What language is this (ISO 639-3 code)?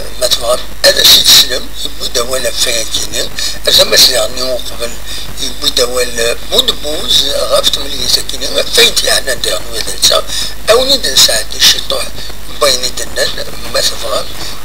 kab